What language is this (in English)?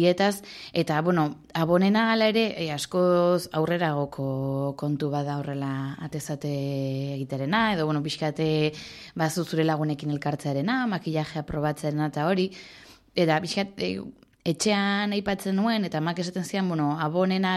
Basque